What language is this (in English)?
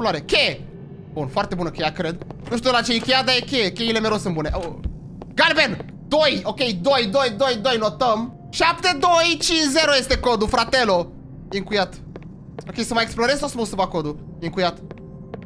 Romanian